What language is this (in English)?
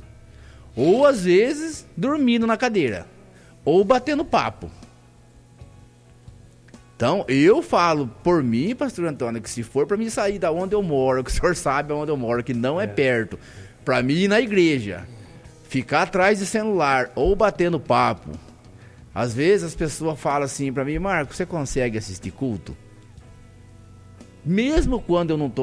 Portuguese